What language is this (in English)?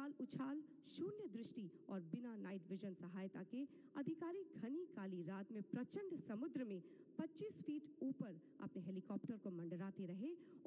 Hindi